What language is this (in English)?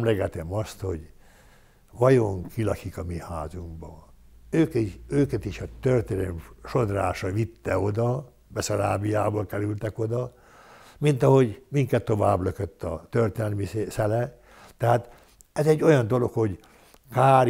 Hungarian